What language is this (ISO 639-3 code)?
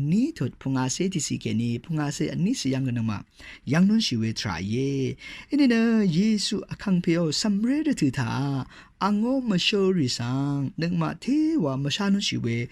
raw